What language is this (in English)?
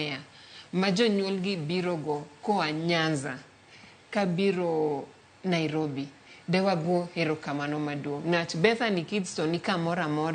Luo (Kenya and Tanzania)